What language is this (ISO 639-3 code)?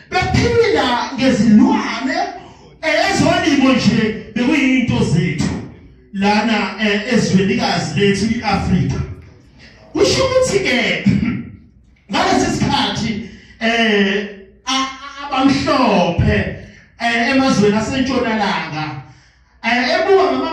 zul